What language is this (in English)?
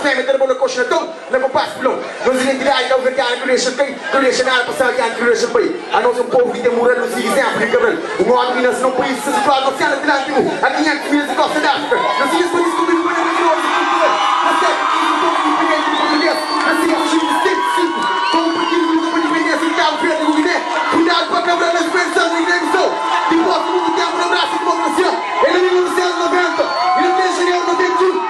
Kabuverdianu